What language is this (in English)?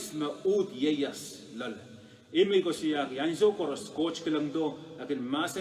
Pohnpeian